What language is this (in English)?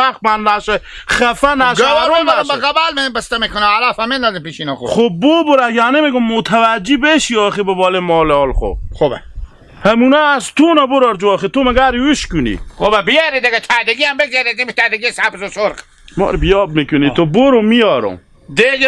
Hazaragi